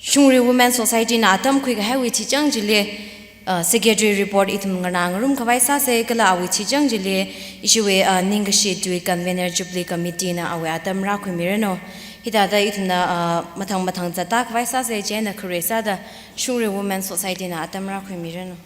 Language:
Tangkhul Naga (India)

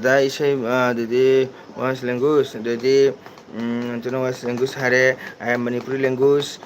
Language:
Manipuri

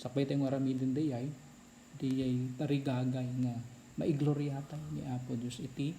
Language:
Iloko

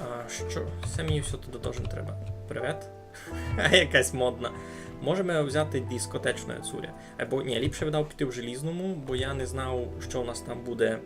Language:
Rusyn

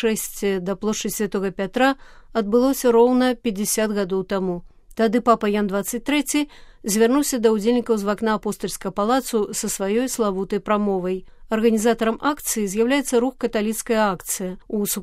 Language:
Belarusian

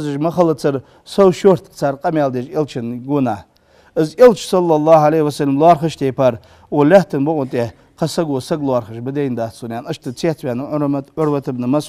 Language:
Ingush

